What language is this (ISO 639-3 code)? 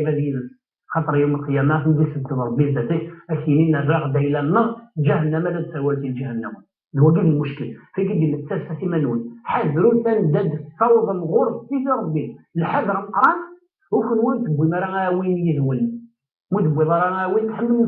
kab